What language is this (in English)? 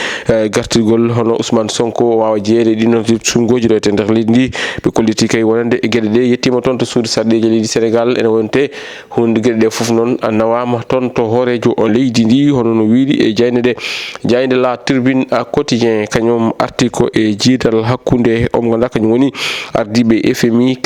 Fula